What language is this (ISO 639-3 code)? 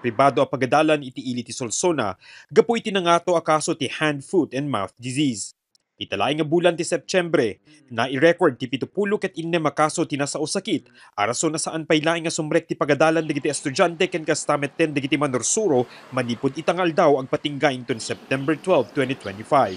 ilo